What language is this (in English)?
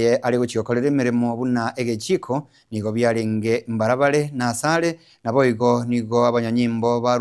Gusii